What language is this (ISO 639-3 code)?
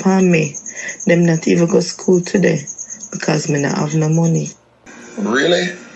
jam